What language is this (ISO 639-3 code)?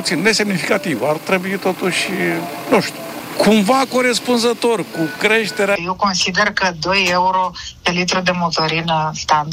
ron